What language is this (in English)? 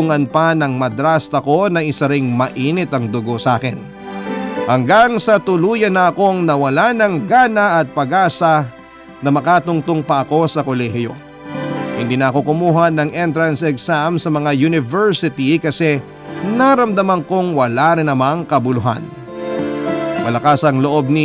Filipino